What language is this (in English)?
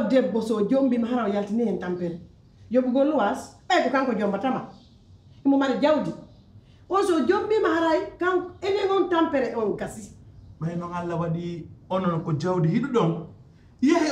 Pular